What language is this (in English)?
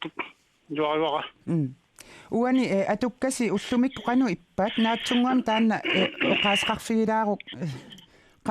Kalaallisut